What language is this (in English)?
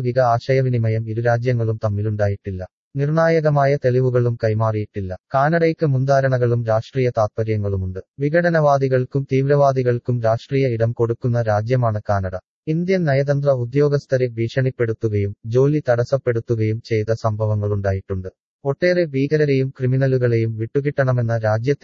Malayalam